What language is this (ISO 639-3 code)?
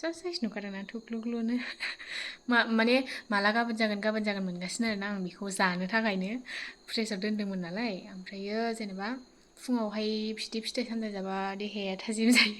brx